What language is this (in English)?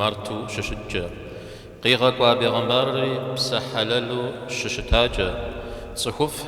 Kabardian